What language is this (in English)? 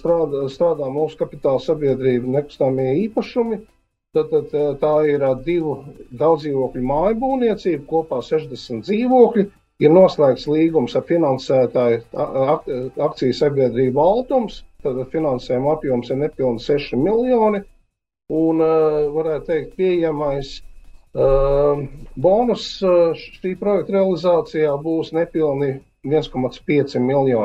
Latvian